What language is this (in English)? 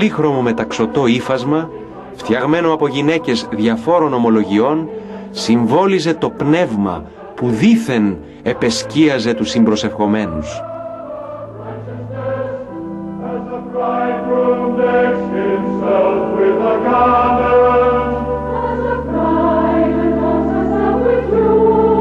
Greek